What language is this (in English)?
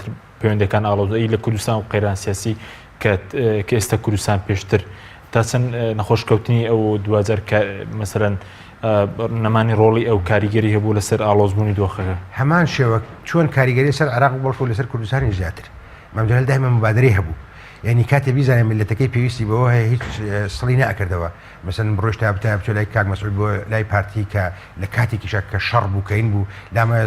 Central Kurdish